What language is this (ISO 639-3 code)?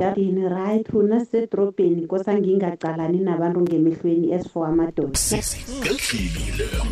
nbl